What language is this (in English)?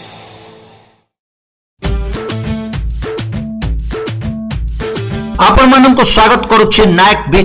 Odia